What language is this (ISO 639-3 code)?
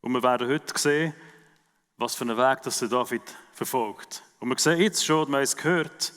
gsw